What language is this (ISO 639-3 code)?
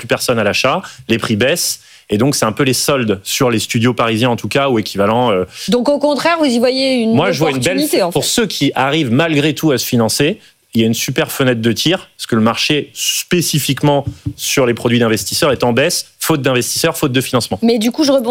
fra